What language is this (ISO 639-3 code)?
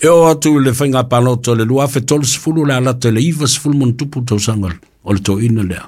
smo